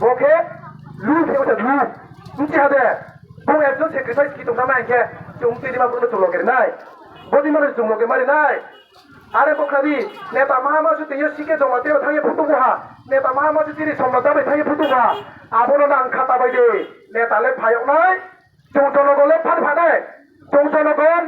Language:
Riang (India)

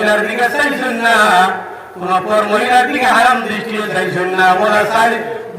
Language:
Sylheti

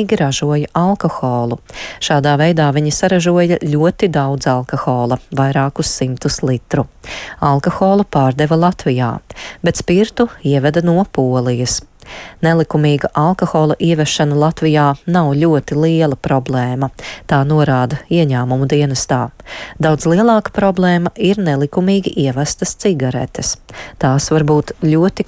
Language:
Latvian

